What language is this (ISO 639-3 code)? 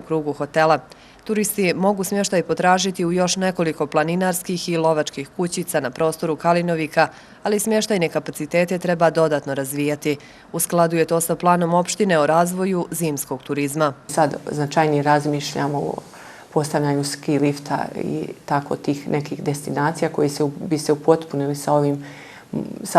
bos